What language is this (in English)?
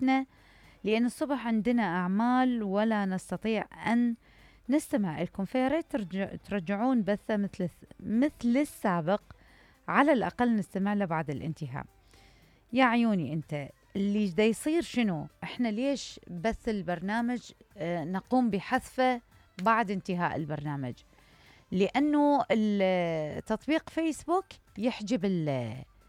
Mesopotamian Arabic